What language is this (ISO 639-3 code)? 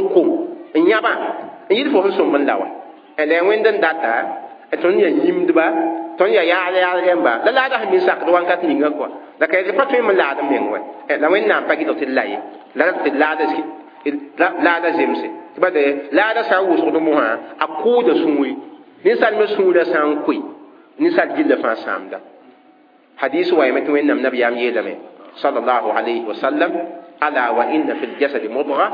mos